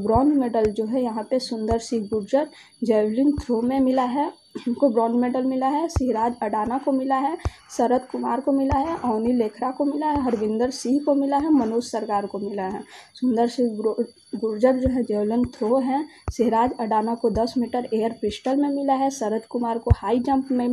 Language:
Hindi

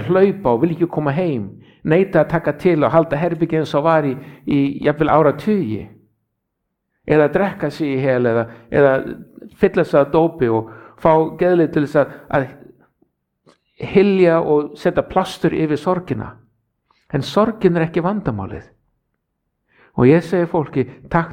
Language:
Icelandic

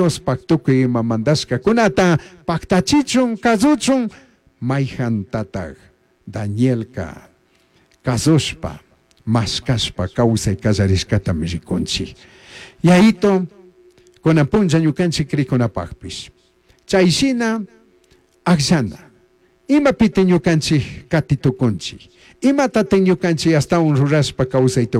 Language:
Chimborazo Highland Quichua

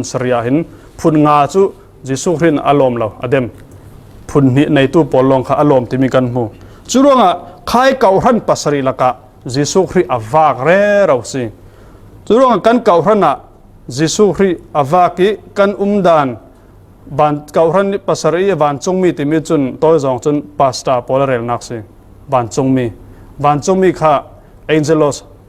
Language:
Falam Chin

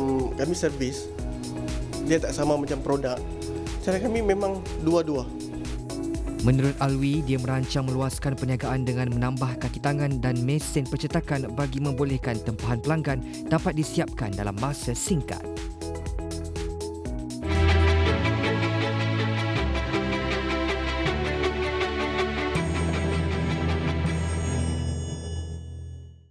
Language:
Malay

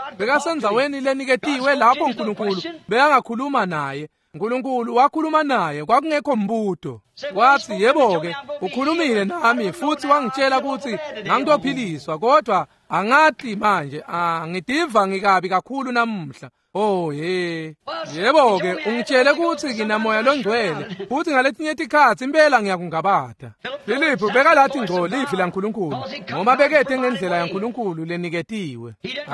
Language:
Swati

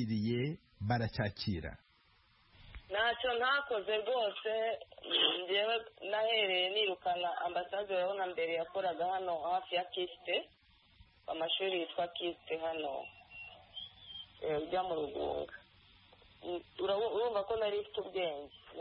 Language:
Kinyarwanda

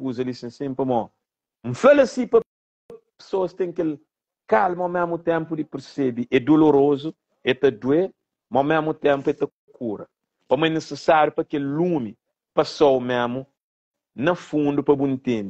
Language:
Kabuverdianu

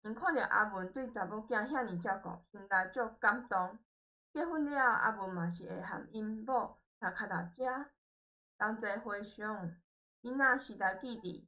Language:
Min Nan Chinese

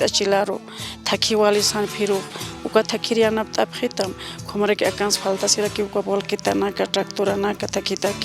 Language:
Aymara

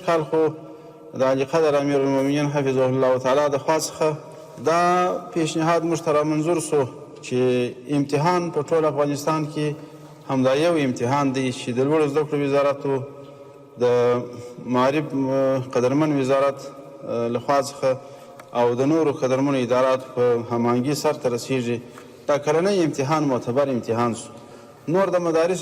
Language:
Pashto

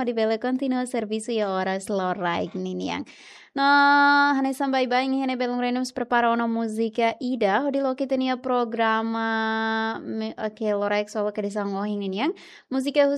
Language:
Tetum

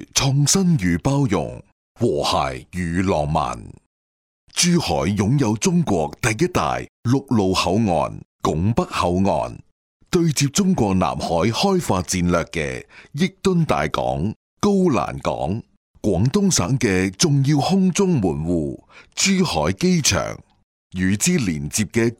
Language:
Cantonese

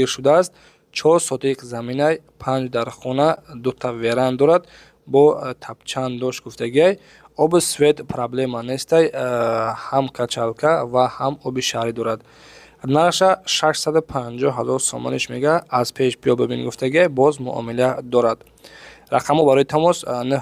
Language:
Tajik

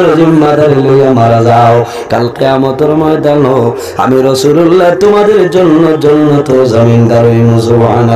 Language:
Sylheti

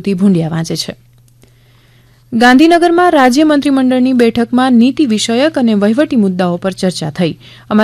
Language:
Gujarati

